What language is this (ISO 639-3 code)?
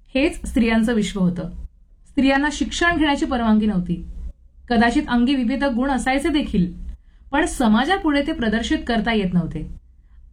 mar